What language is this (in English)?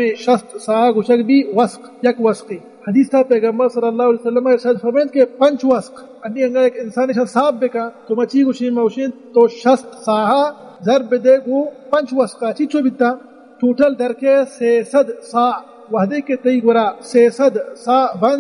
Baluchi